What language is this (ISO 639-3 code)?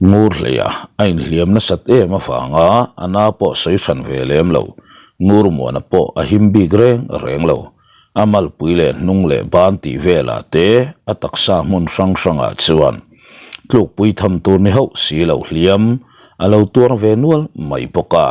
lus